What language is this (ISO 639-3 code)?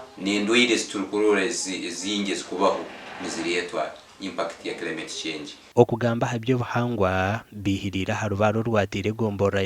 nyn